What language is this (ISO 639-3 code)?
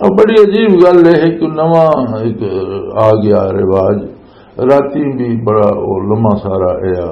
lah